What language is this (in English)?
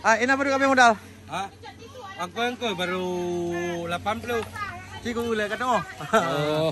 Achinese